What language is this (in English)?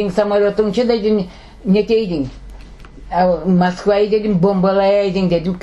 Crimean Tatar